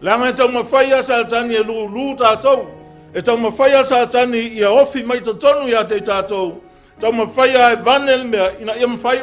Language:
Samoan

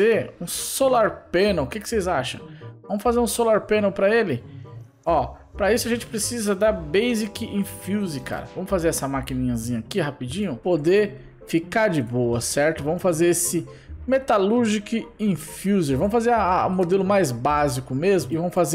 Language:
Portuguese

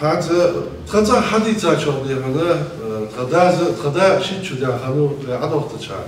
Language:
Ingush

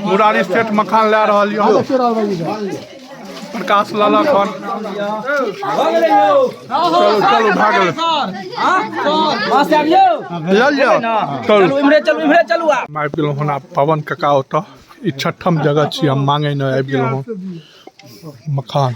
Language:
Maithili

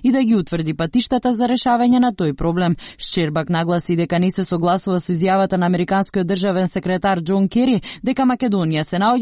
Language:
Macedonian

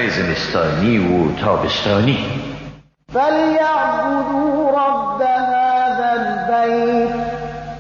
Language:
Persian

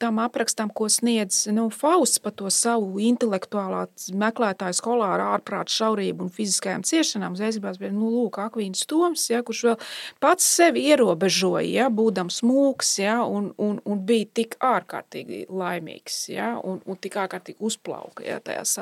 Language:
Latvian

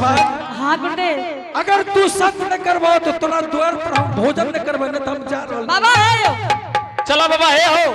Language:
Angika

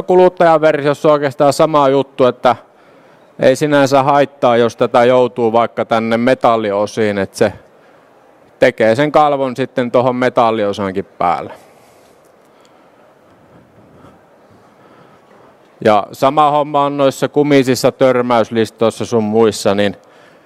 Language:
Finnish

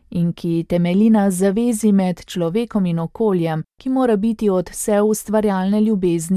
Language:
Slovenian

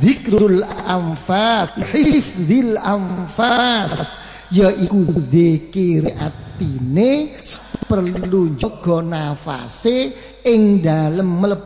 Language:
Javanese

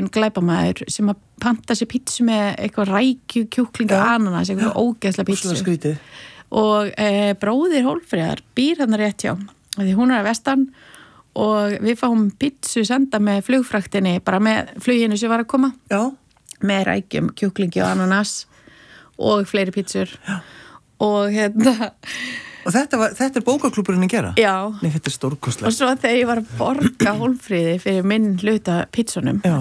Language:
Icelandic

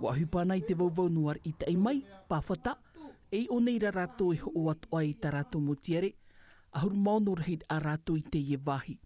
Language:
Tahitian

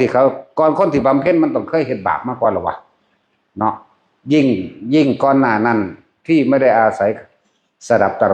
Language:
Northeastern Thai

